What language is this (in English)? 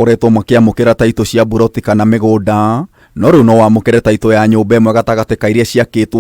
Kikuyu